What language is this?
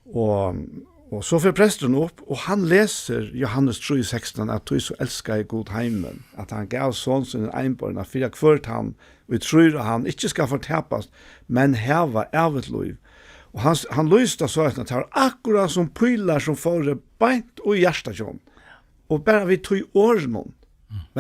Faroese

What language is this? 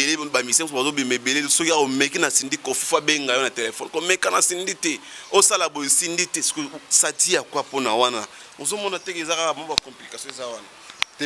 Lingala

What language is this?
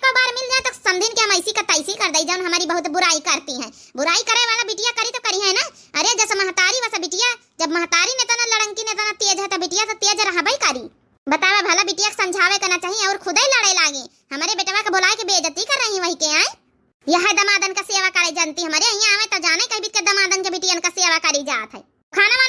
Awadhi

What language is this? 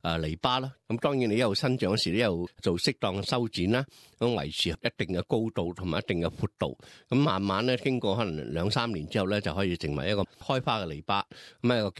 Cantonese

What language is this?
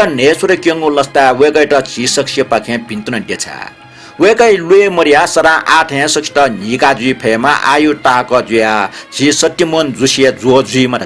Newari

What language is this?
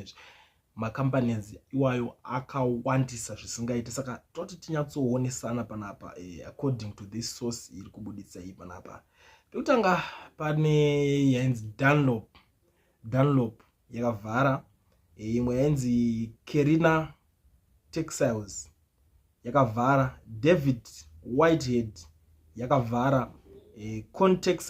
Shona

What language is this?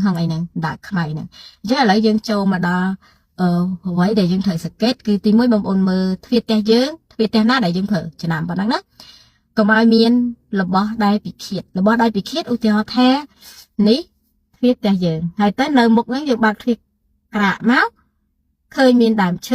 Khmer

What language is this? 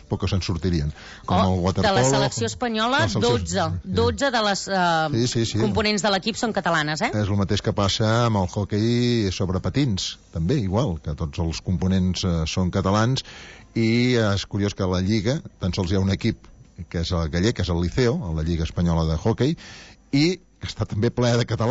Catalan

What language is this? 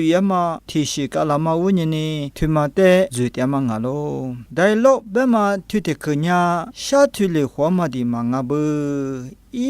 Lisu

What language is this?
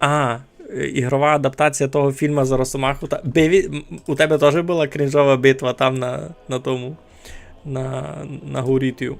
Rusyn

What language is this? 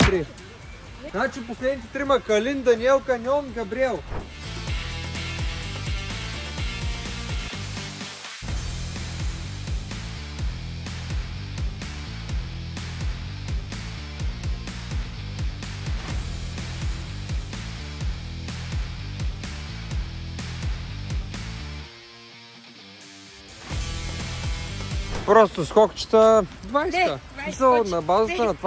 Bulgarian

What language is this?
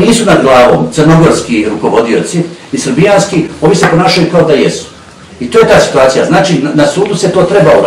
Bosnian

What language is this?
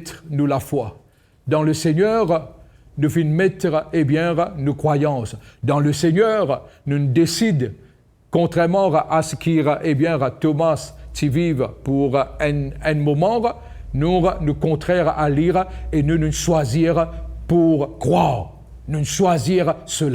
Morisyen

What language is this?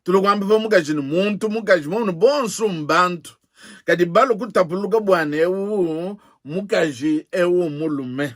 Luba-Lulua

